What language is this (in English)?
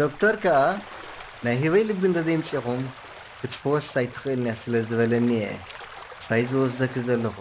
Tigrinya